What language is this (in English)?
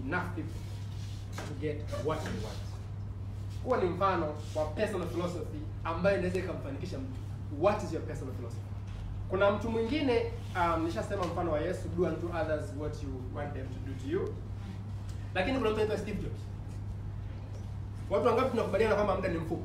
Swahili